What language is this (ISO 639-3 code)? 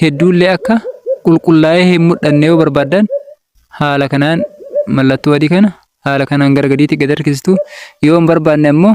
orm